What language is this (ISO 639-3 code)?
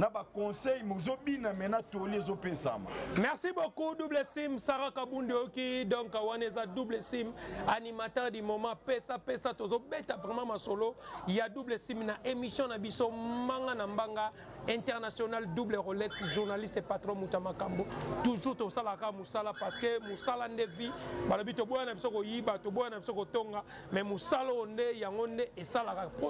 lin